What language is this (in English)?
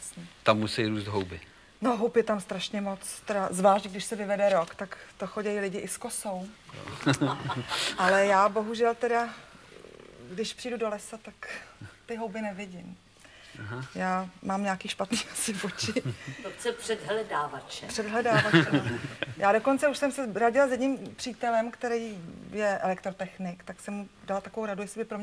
Czech